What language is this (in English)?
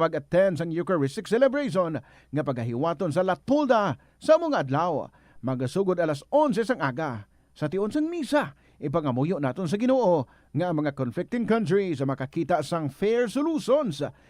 Hiligaynon